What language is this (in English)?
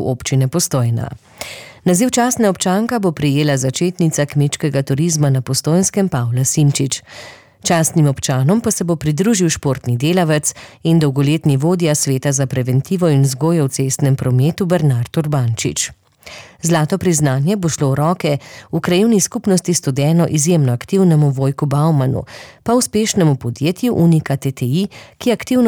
Slovenian